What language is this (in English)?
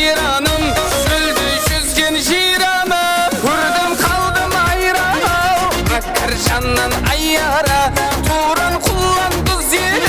Kara-Kalpak